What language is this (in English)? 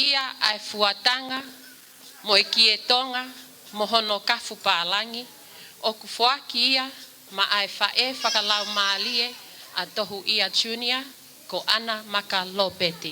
Tongan